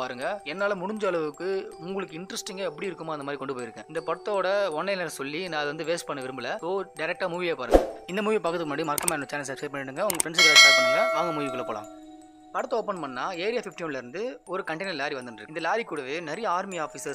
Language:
Tamil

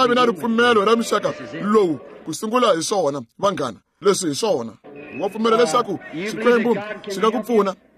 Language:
Tsonga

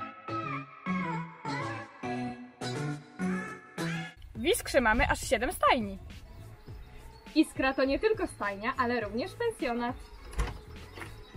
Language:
Polish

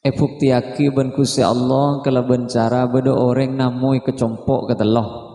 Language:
Madurese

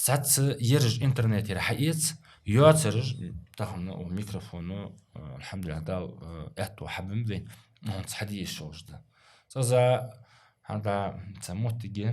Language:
Ingush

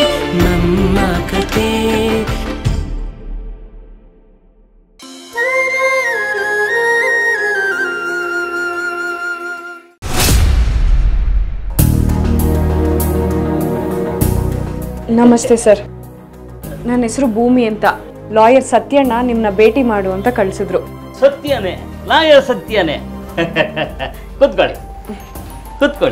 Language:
Kannada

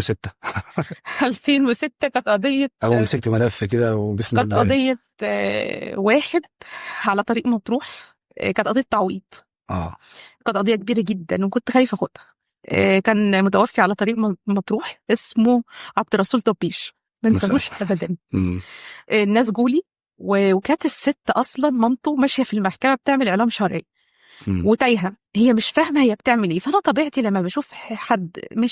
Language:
Egyptian Arabic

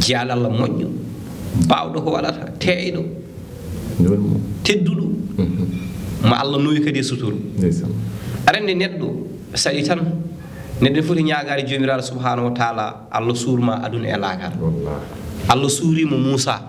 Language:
Fula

